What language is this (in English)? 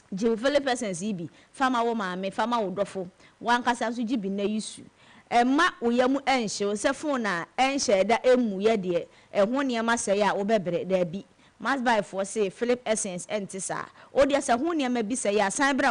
Akan